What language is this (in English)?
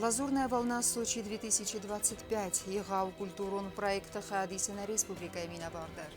Ossetic